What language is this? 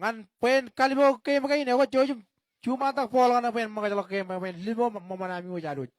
Marshallese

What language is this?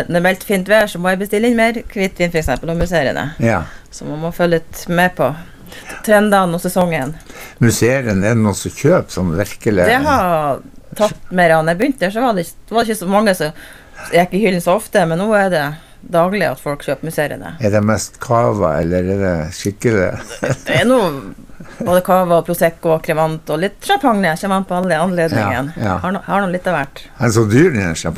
Norwegian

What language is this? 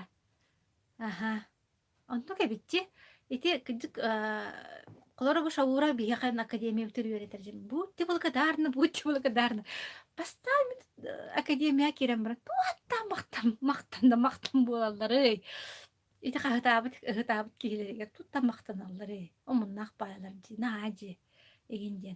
Yakut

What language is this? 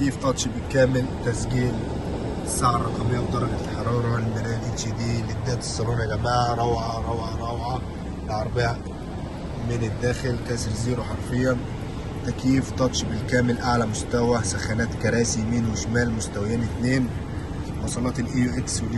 Egyptian Arabic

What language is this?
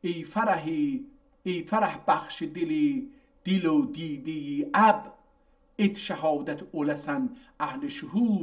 South Azerbaijani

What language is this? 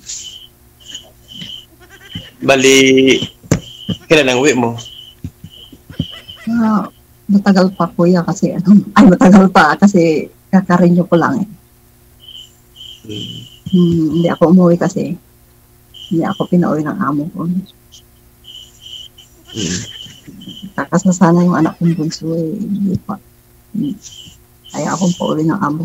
Filipino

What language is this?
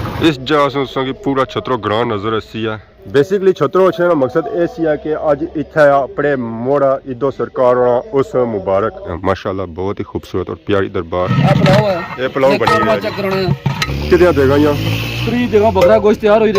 Pahari-Potwari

